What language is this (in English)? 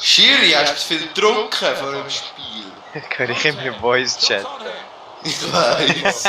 Swiss German